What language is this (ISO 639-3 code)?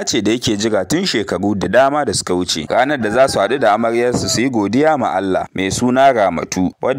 hau